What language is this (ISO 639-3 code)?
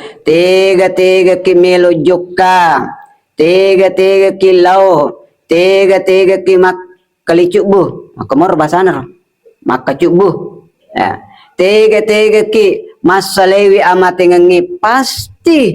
bug